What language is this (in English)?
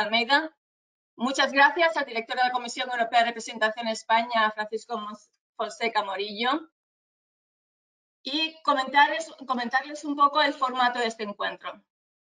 Spanish